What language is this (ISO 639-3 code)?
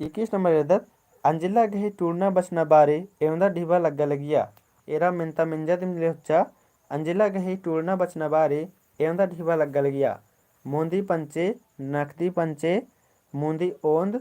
kru